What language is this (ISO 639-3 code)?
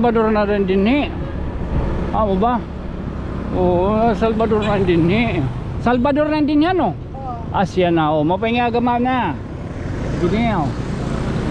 war